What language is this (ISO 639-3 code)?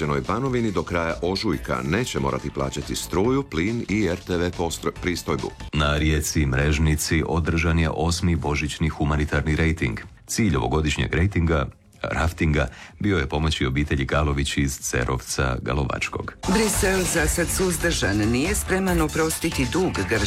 hrv